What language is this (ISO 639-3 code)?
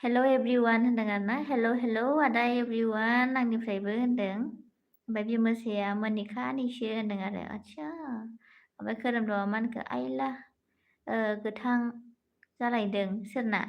brx